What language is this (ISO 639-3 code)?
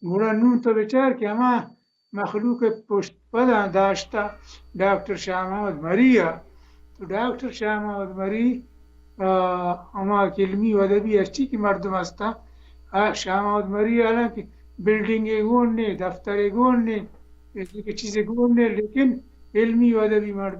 bal